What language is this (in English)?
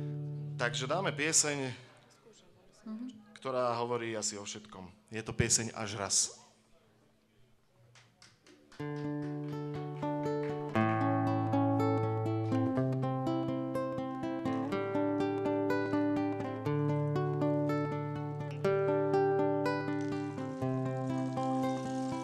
Slovak